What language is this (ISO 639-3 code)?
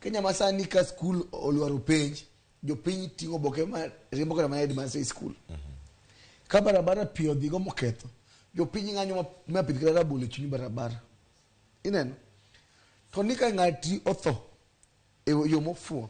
luo